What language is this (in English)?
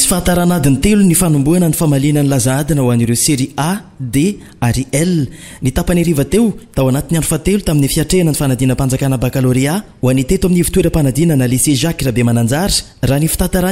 Malagasy